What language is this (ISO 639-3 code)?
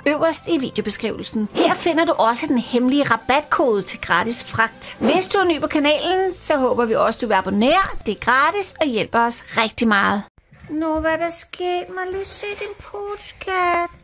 dan